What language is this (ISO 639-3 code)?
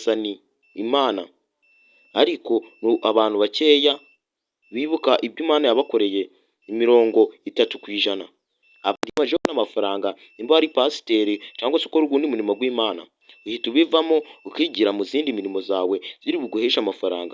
kin